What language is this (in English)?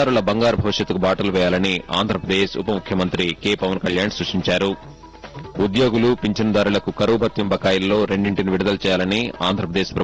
Telugu